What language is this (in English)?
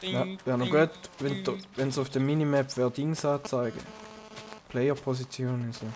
Swiss German